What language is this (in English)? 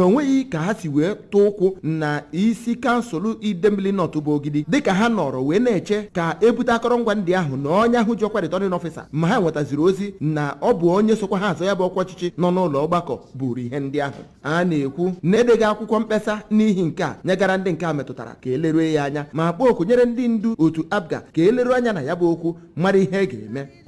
Igbo